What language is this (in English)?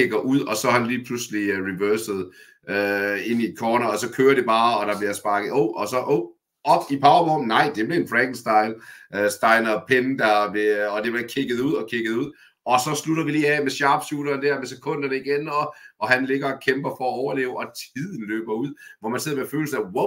Danish